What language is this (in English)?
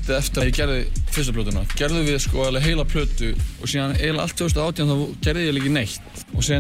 Icelandic